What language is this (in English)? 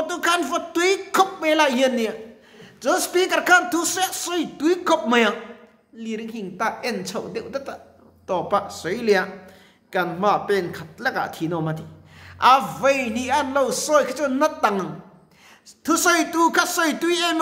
Mizo